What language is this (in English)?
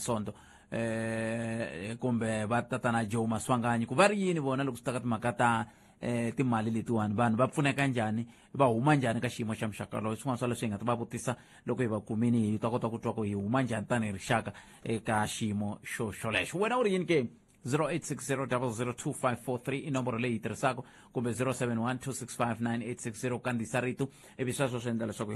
Tsonga